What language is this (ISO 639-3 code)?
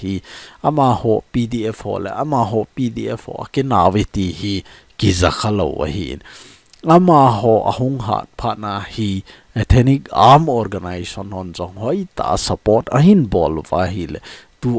tcz